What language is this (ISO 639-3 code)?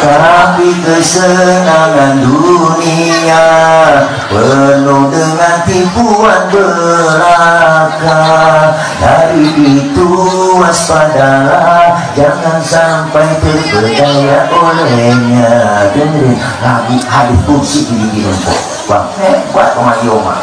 bew